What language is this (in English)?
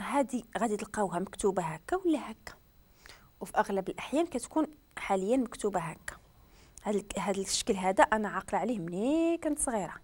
Moroccan Arabic